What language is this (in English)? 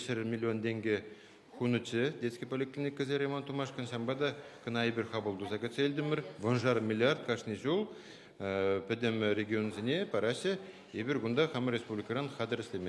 Chuvash